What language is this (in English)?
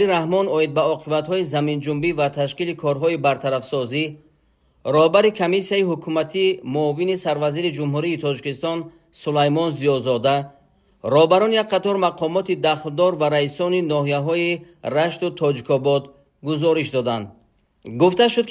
Tajik